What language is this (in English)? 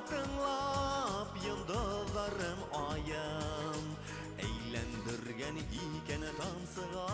Bashkir